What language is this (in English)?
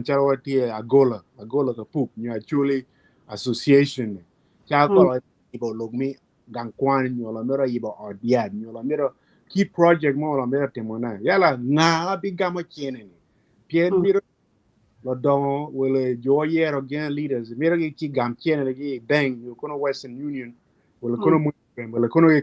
Acoli